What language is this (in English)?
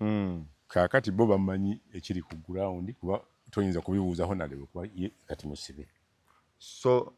Ganda